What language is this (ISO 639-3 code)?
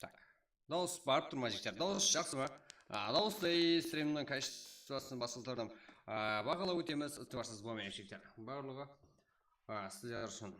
kaa